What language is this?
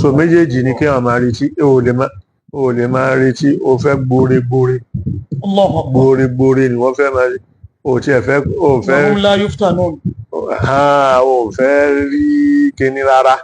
Yoruba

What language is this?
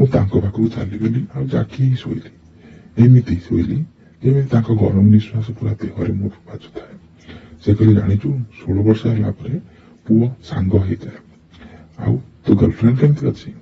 Odia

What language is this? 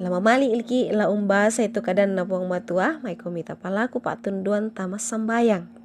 Toraja-Sa'dan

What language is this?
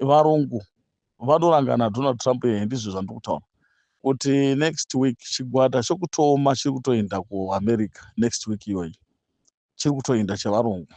Shona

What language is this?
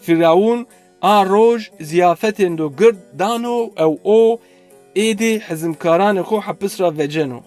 Zaza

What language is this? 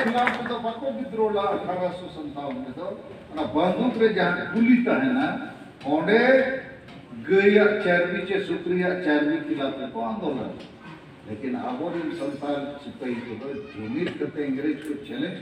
Santali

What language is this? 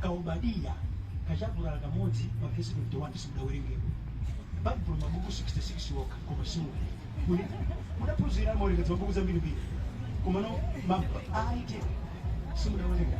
Nyanja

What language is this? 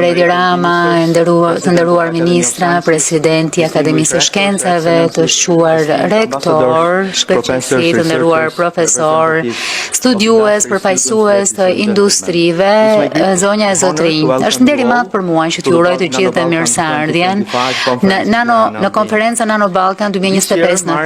Albanian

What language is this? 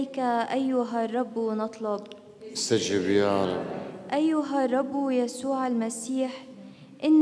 Arabic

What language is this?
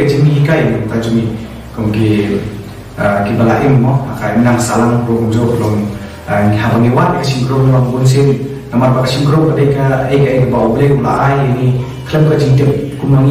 Khasi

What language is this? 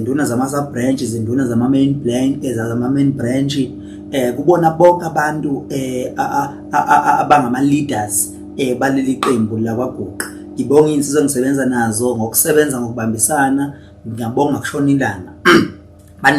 Zulu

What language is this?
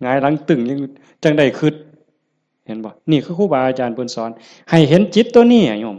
Northeastern Thai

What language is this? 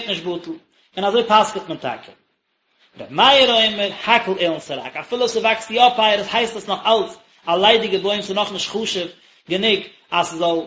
Yiddish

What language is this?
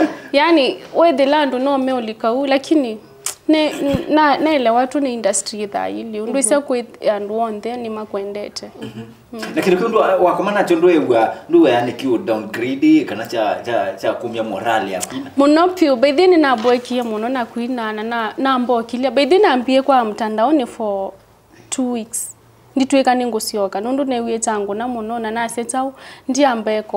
Kamba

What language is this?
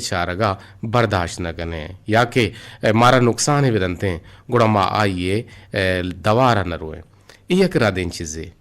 Eastern Balochi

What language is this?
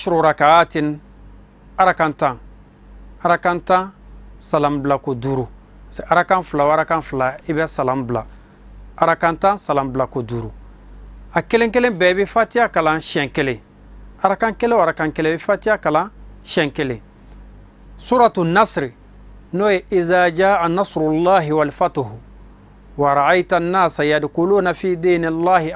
Bambara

